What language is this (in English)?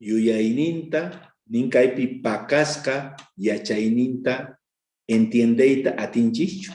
South Bolivian Quechua